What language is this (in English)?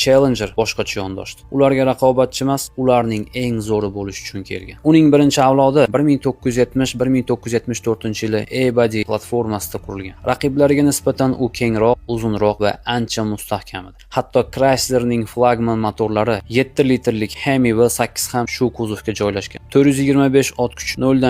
Uzbek